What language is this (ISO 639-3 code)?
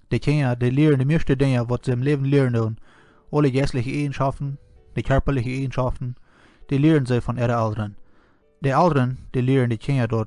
pdt